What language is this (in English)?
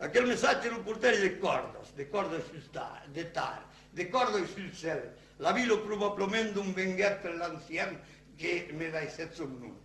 Occitan